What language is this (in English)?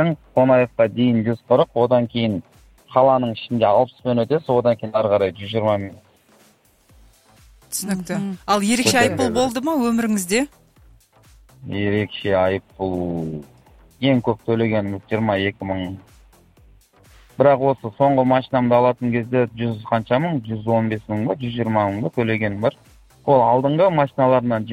Kazakh